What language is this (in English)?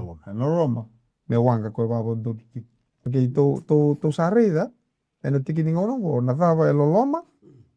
Fijian